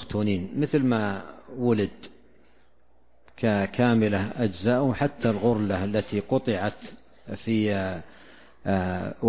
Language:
Arabic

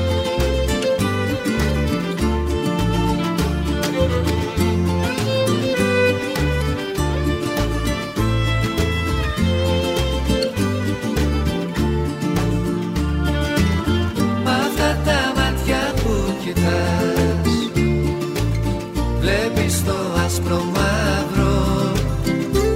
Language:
Greek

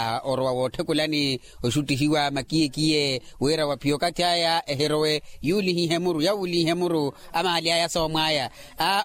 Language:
Makhuwa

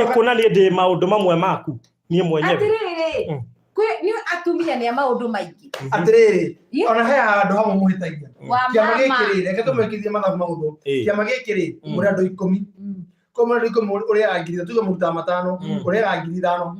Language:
Kikuyu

